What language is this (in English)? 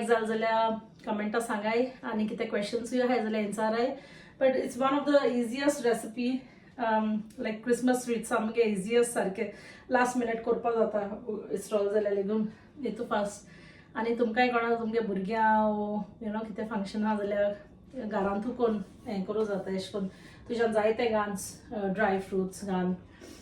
Konkani